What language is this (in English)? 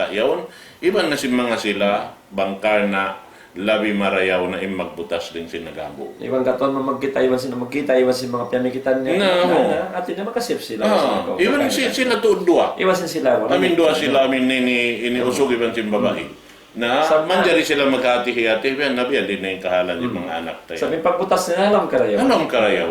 Tausug